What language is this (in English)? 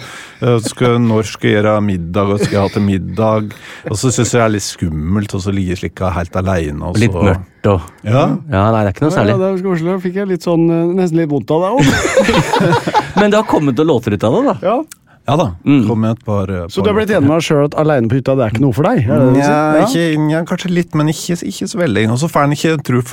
Norwegian